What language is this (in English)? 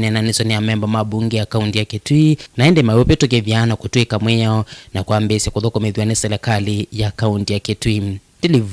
Kamba